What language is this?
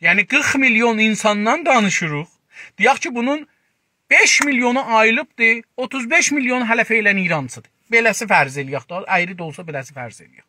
South Azerbaijani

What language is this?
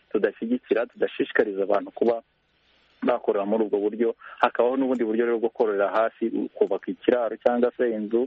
Kinyarwanda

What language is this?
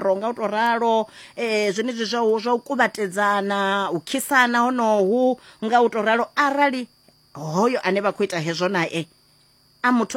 Venda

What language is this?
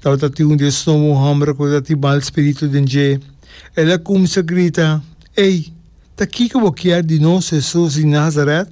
Papiamento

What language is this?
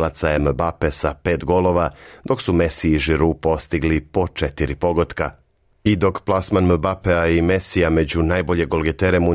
Serbian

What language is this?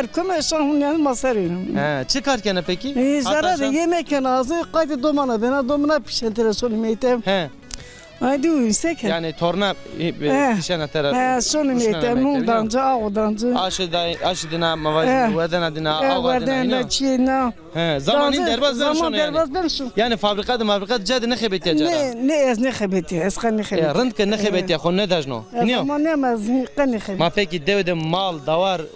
Zaza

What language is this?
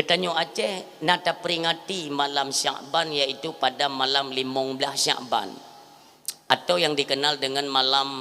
Achinese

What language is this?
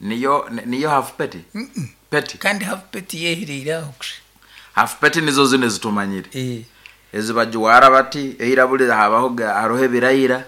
Nyankole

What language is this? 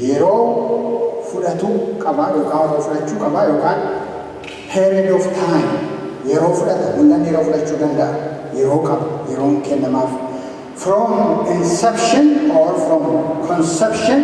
Oromo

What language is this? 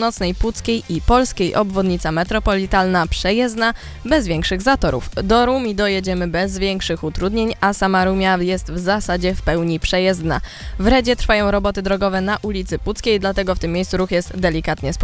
Polish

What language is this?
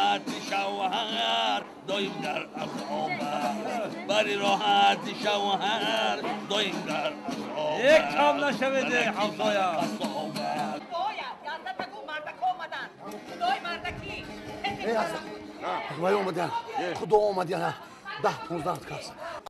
Tajik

